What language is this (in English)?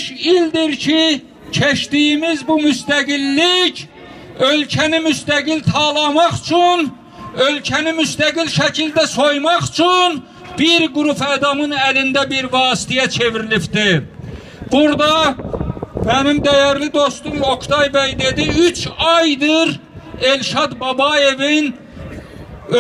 Azerbaijani